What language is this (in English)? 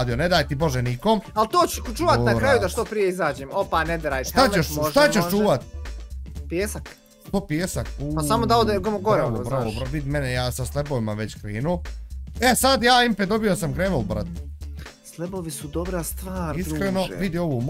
Bosnian